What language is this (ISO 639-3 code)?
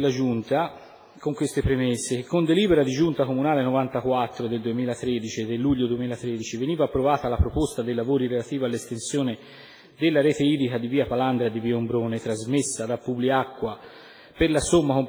ita